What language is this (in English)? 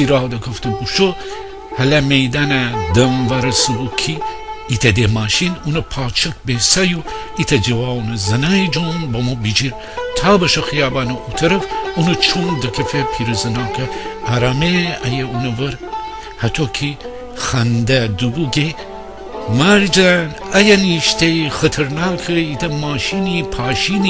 Gilaki